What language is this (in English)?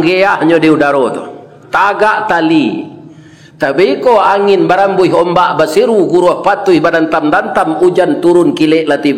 Minangkabau